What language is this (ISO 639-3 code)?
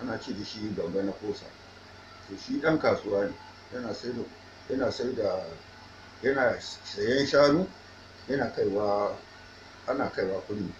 hau